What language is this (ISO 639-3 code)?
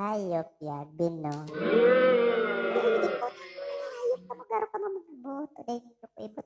bik